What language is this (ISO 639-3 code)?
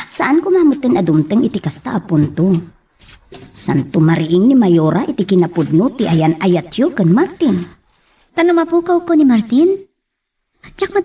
ilo